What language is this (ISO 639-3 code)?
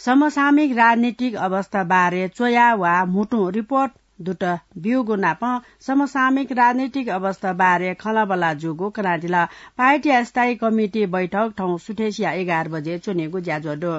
new